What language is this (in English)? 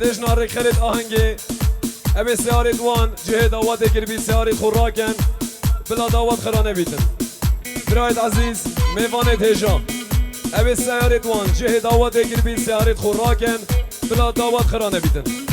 Kurdish